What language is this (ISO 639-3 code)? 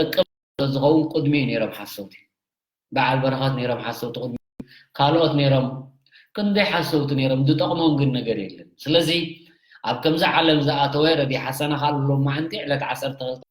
tir